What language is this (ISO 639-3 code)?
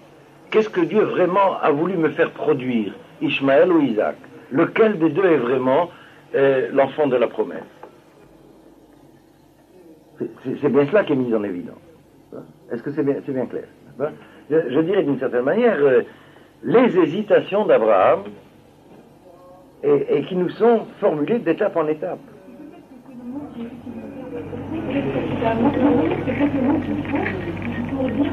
fra